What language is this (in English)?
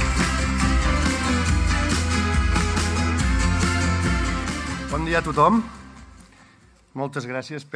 Catalan